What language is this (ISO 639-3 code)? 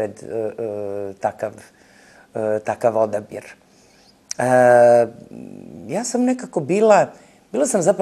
srp